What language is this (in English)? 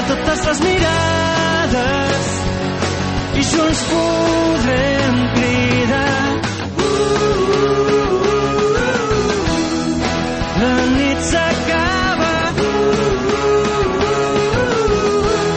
Catalan